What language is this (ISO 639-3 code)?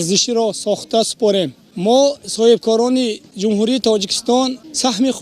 tgk